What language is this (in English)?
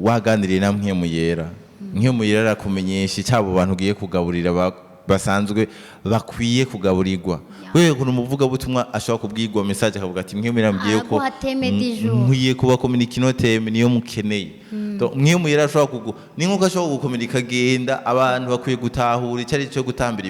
Rundi